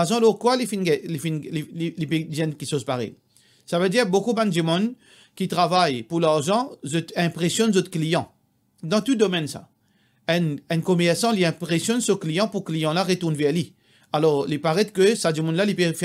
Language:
Morisyen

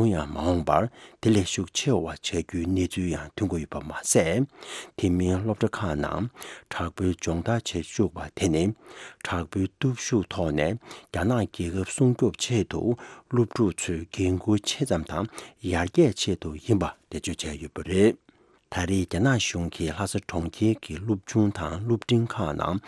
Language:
Tibetan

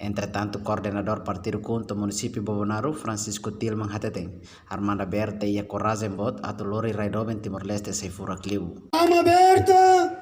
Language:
Tetum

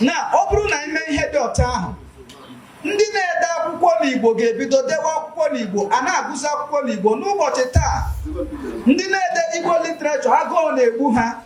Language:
Igbo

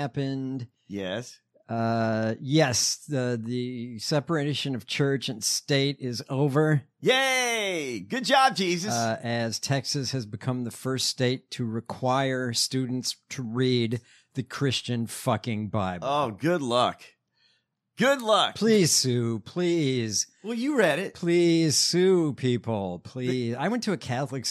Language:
English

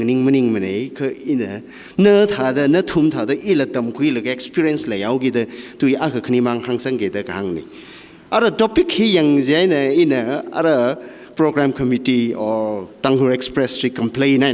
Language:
Tangkhul Naga (India)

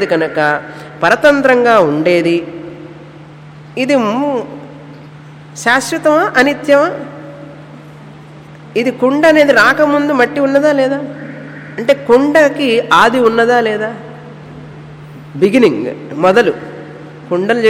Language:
Telugu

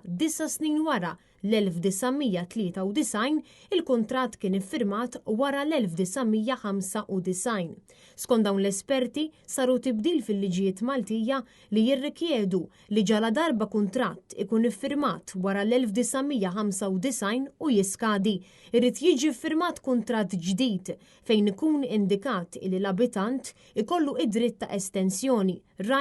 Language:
Maltese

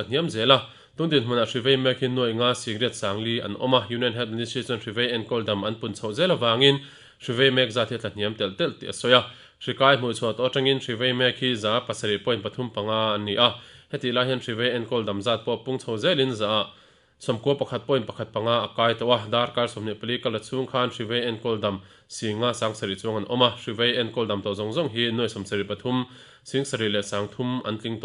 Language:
Mizo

